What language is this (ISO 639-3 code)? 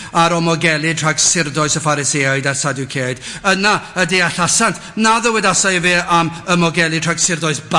cym